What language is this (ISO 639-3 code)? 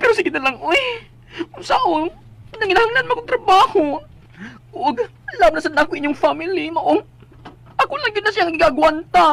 ceb